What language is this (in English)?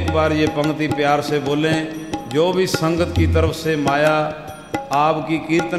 Hindi